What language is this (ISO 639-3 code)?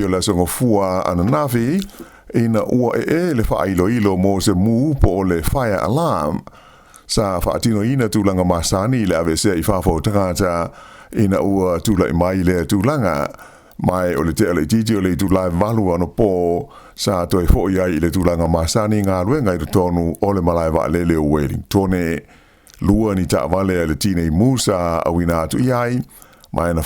smo